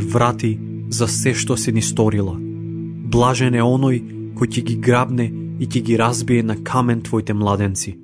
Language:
Macedonian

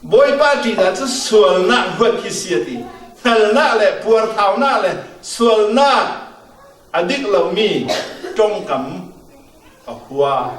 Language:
Falam Chin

